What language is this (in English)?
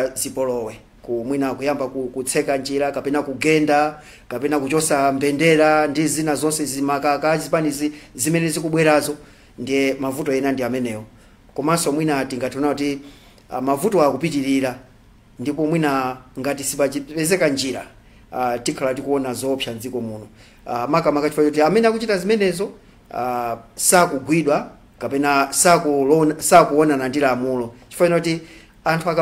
Nyanja